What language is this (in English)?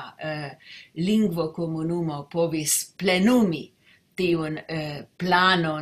Esperanto